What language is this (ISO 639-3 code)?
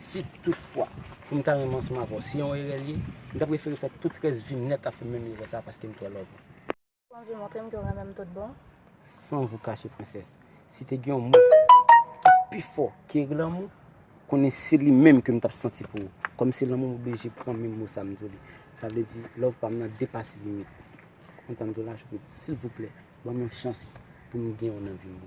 hat